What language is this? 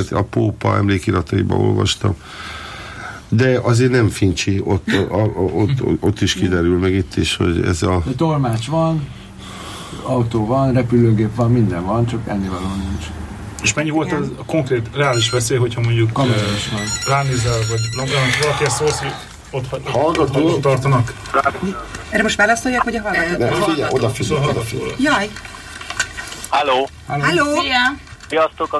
Hungarian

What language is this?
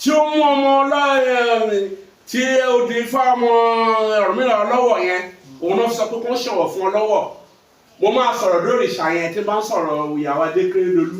Yoruba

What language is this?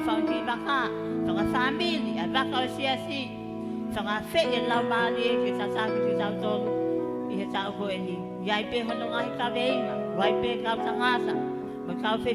Tongan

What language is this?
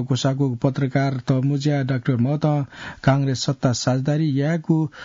Newari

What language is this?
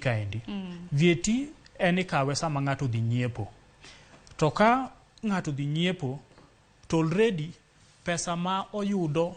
Luo (Kenya and Tanzania)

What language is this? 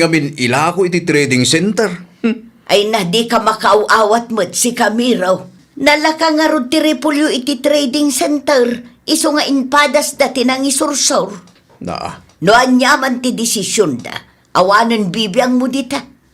Iloko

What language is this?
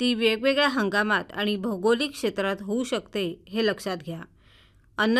Marathi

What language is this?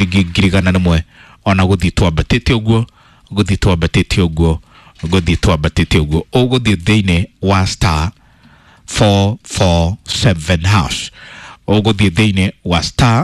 Kikuyu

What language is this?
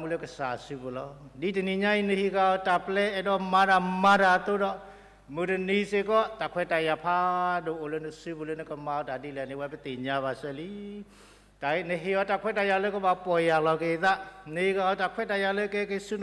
S'gaw Karen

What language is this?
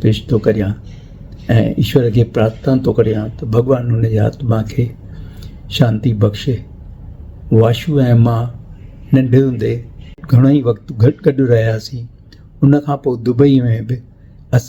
Sindhi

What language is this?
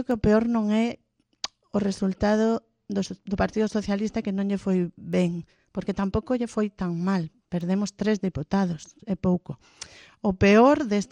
Galician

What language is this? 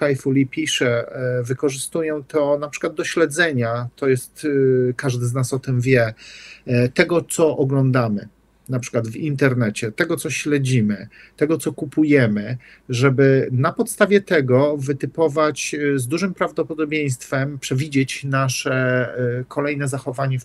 Polish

